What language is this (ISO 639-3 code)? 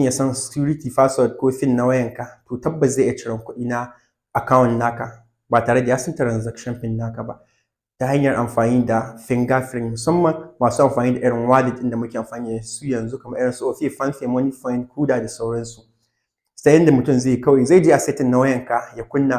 hau